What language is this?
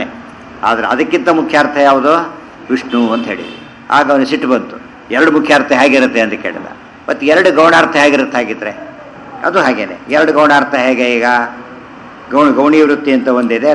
Kannada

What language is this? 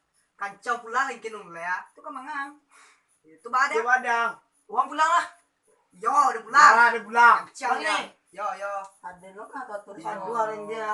Minangkabau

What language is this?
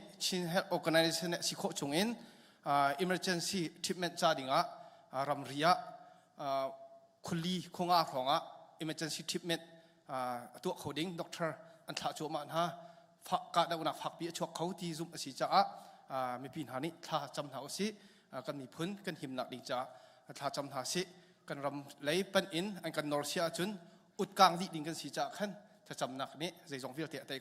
Hakha Chin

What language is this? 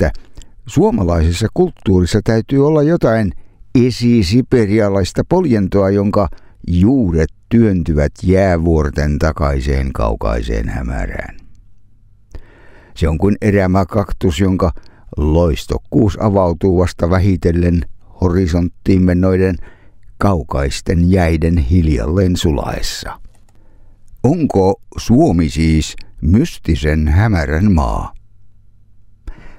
Finnish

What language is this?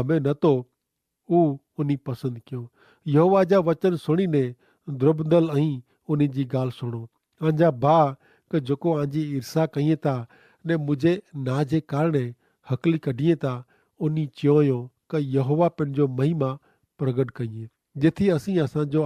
Kachhi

